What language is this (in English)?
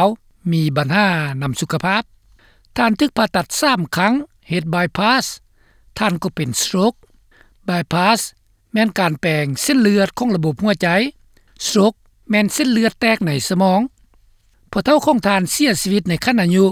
Lao